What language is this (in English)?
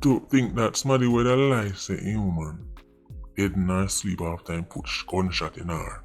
Jamaican Creole English